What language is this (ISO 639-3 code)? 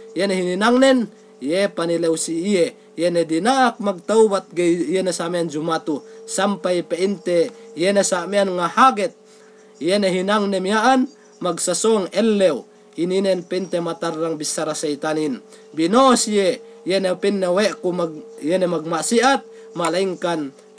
yka